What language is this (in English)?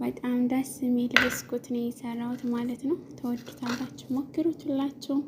Amharic